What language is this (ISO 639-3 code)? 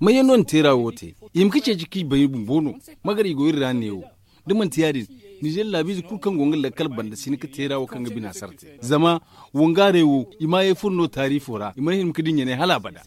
dje